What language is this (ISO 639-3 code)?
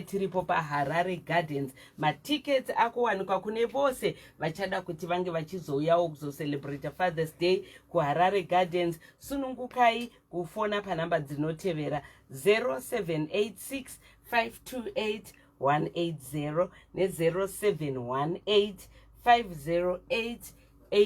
sna